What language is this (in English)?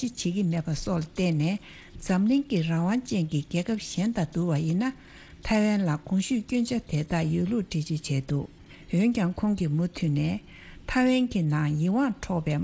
Tibetan